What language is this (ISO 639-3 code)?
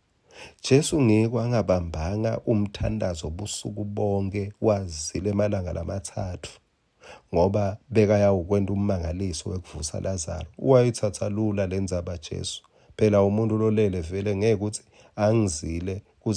ssw